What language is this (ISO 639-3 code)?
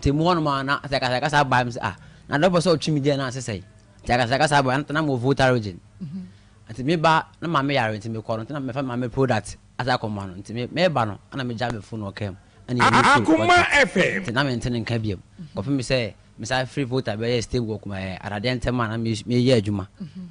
aka